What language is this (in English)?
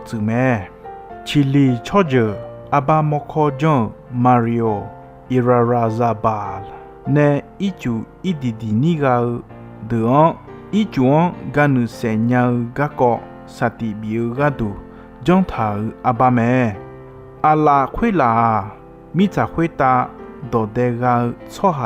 Akha